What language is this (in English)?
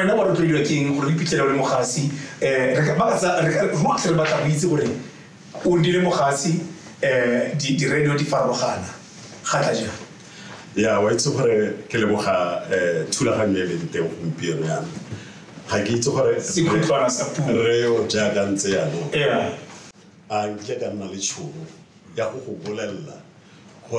Tswana